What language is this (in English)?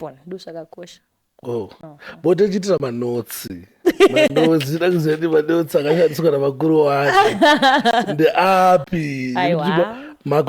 Shona